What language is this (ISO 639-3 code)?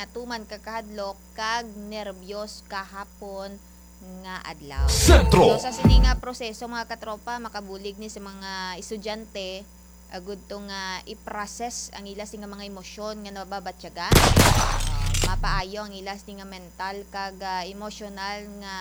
hil